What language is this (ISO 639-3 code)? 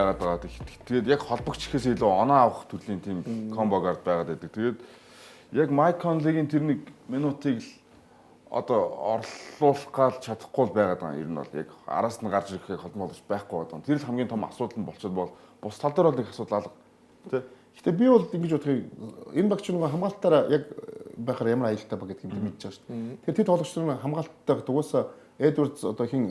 mon